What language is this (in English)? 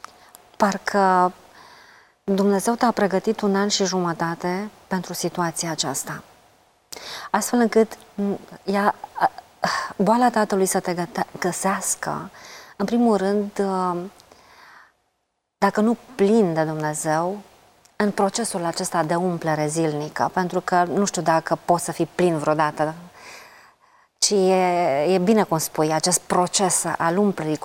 Romanian